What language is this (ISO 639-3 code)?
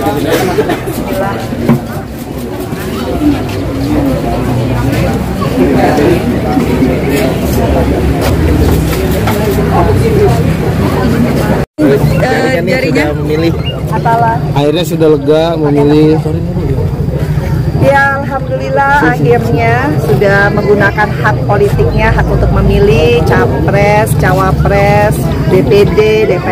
ind